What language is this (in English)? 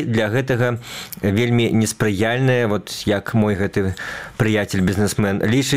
Belarusian